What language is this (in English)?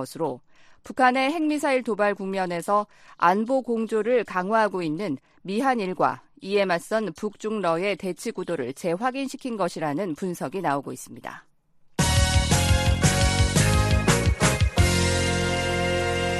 Korean